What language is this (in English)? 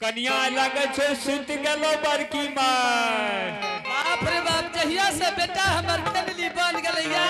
Angika